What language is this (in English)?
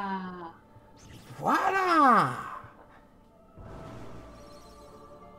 French